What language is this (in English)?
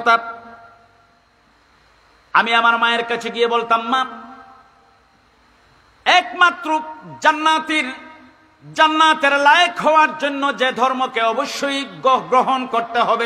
Bangla